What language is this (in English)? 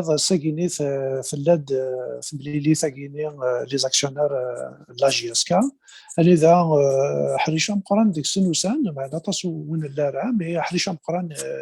Kabyle